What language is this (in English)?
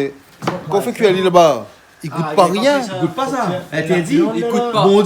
Réunion Creole French